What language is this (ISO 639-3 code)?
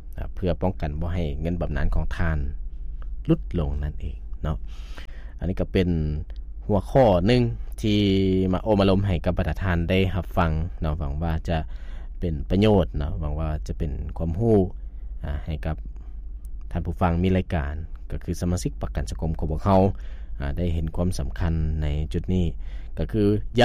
lao